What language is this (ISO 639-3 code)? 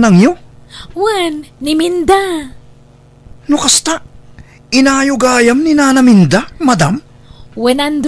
ilo